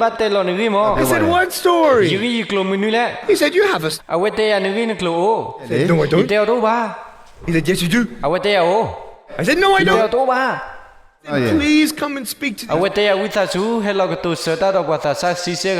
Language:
S'gaw Karen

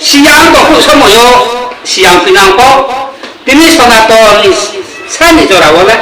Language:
Riang (India)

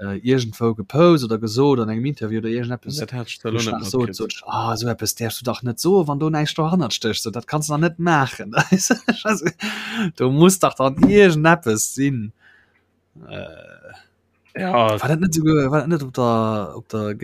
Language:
Luxembourgish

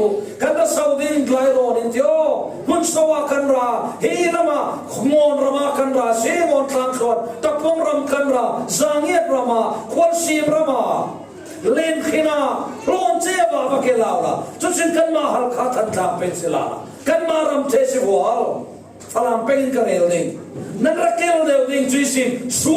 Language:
Falam Chin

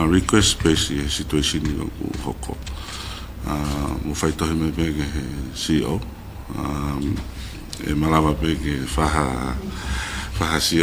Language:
Tongan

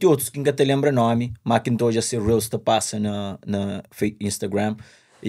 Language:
Kabuverdianu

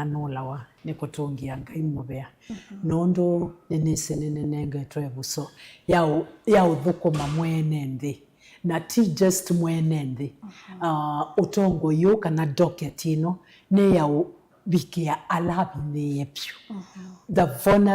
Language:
Kamba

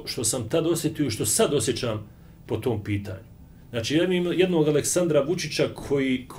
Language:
Bosnian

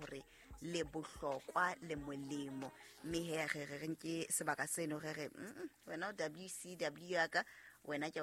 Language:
Southern Sotho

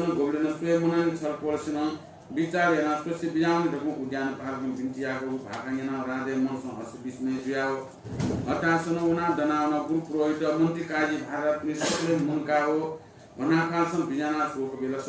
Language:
Newari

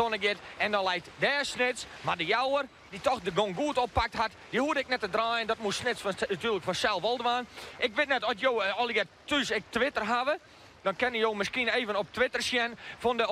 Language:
Western Frisian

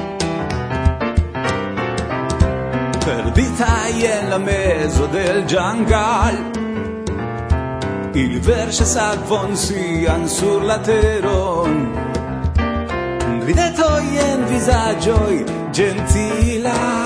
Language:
Esperanto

